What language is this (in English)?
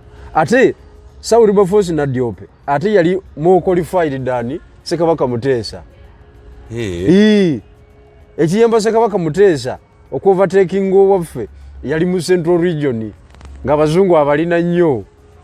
Ganda